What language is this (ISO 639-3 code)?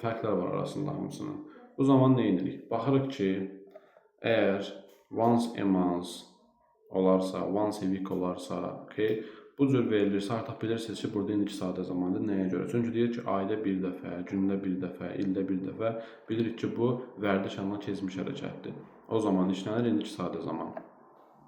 aze